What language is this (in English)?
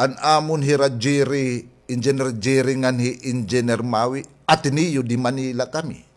Waray